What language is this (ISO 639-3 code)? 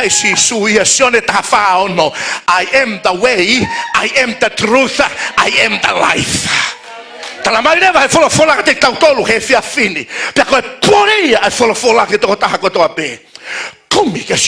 ton